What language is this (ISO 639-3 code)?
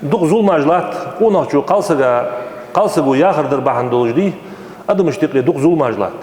inh